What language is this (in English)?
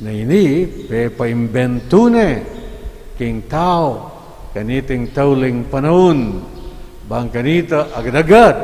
Pampanga